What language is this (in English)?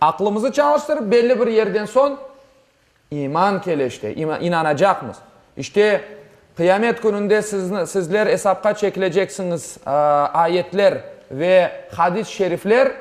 Crimean Tatar